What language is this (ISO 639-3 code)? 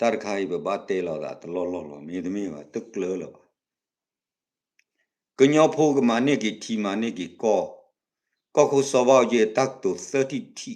ksw